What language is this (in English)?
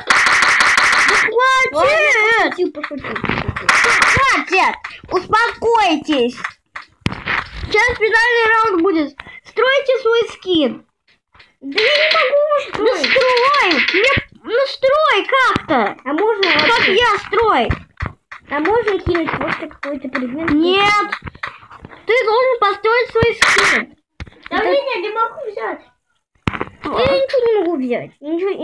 Russian